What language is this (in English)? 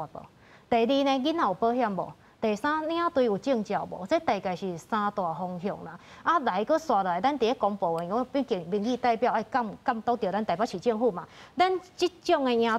Min Nan Chinese